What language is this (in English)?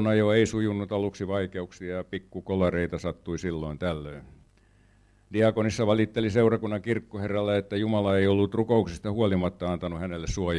Finnish